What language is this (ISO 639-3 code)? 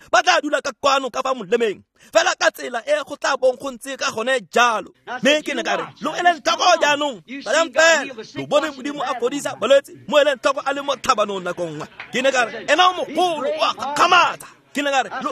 tsn